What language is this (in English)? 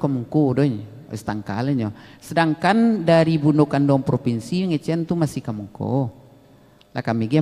Minangkabau